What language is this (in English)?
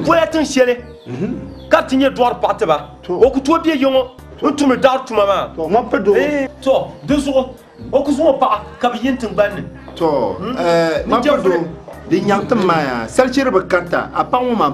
Dagbani